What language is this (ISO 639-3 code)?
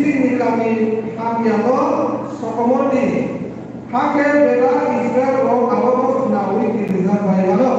trp